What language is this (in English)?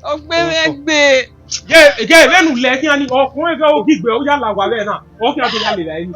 Bini